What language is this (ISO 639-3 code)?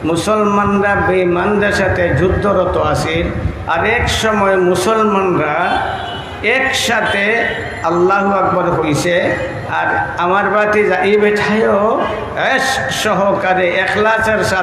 syl